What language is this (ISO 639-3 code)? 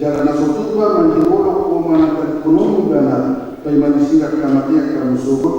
bbc